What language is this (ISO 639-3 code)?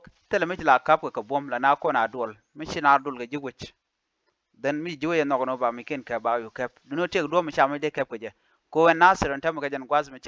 nus